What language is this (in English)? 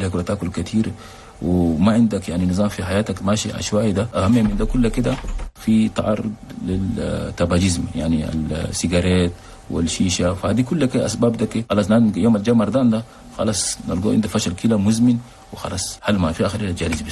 Chadian Arabic